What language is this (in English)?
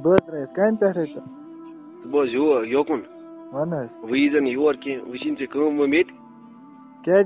Kashmiri